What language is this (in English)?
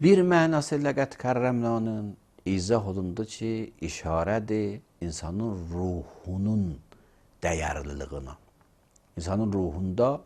Azerbaijani